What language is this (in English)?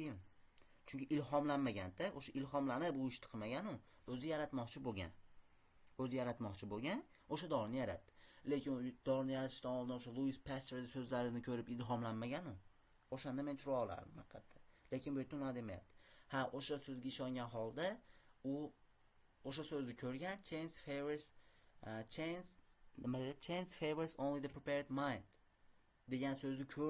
Uzbek